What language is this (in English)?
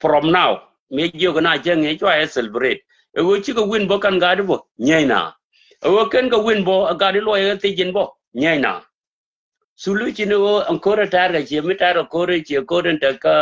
Nuer